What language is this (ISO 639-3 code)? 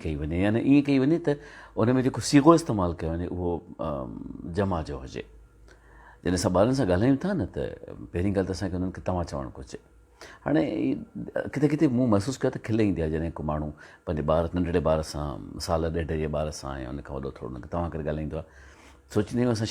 snd